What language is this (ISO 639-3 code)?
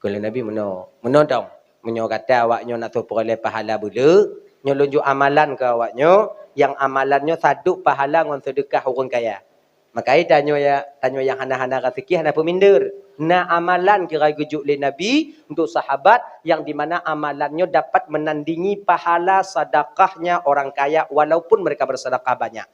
ace